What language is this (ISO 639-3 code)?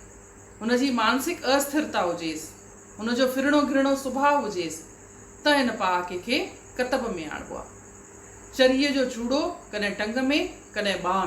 snd